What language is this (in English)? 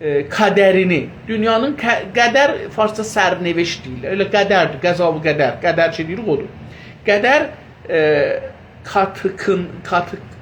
South Azerbaijani